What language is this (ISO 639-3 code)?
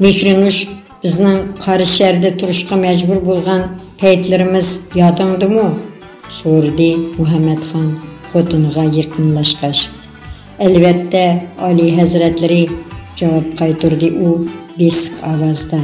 uig